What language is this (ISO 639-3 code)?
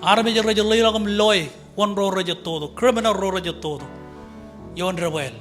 mah